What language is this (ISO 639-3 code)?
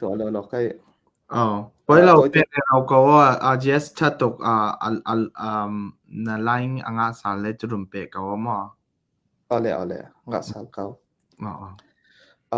cfm